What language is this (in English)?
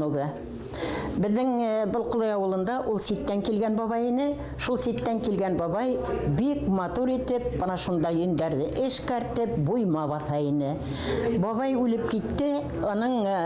Bashkir